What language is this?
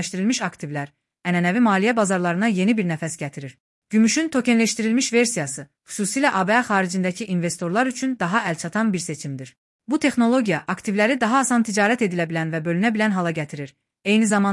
Azerbaijani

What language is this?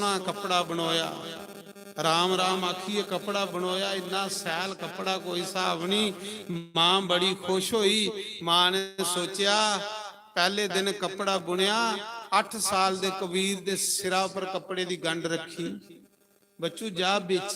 Dogri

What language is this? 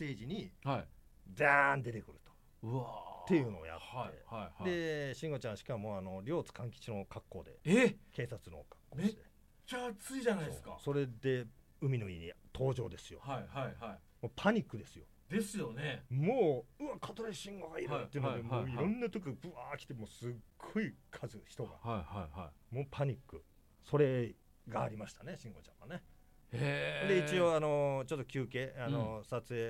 Japanese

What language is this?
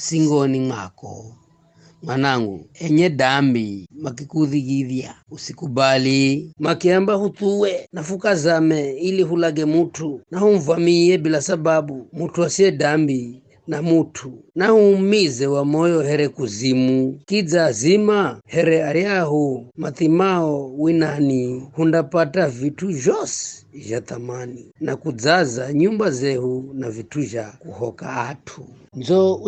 Giryama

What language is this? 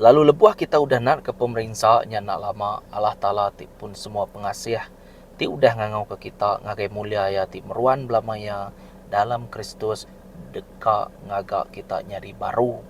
Iban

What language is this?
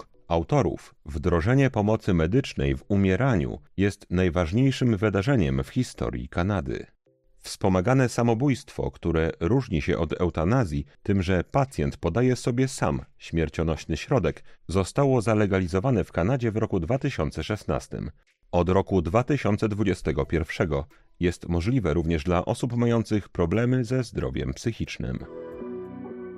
Polish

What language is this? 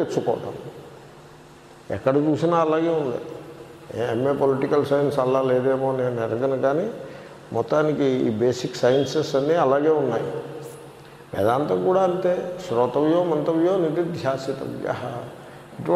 Telugu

